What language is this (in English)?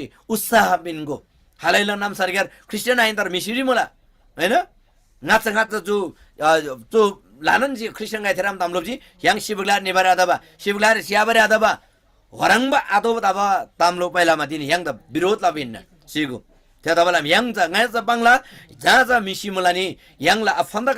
Eastern Tamang